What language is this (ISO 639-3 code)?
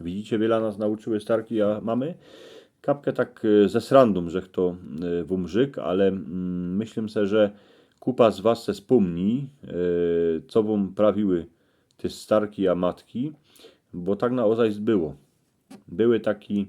szl